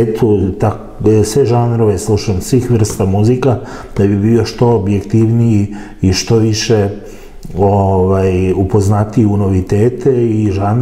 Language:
Serbian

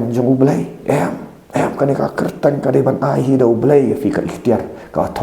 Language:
Khasi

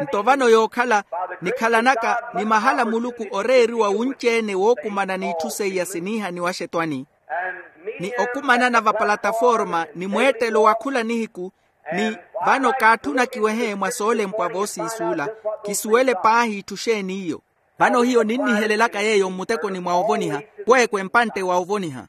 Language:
Makhuwa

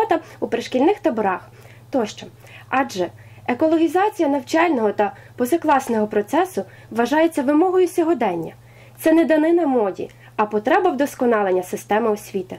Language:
Ukrainian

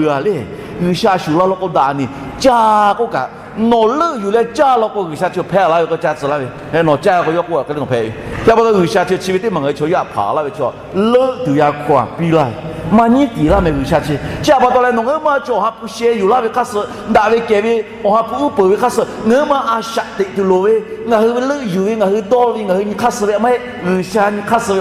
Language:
Lahu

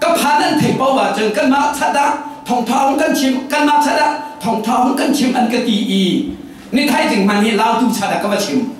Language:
Falam Chin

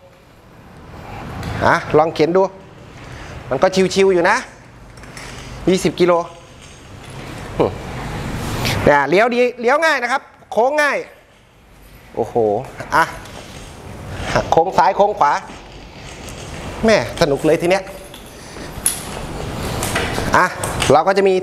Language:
Thai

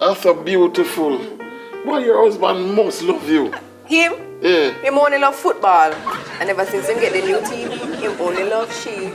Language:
Jamaican Creole English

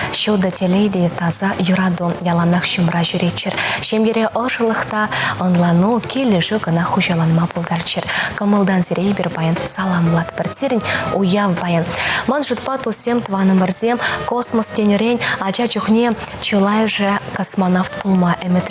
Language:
Chuvash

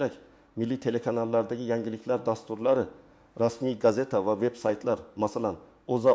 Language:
Uzbek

